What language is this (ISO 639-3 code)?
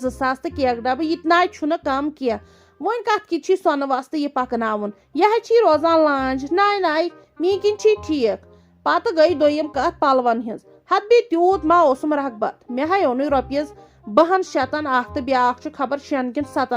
kas